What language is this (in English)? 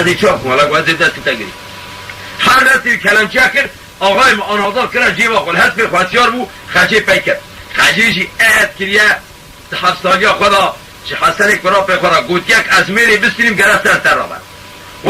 Kurdish